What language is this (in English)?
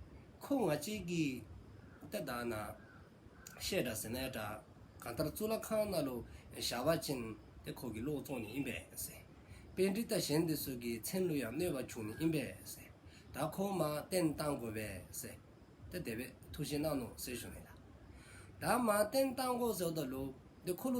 Dzongkha